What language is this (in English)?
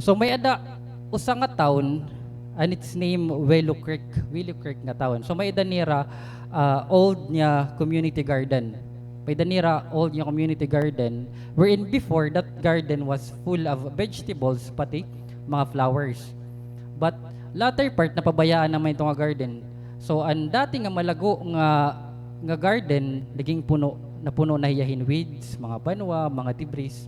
Waray